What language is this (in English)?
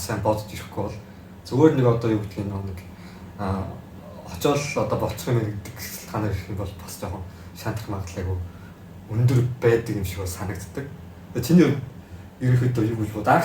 Mongolian